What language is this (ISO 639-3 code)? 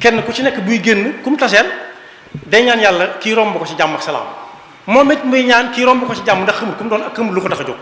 wol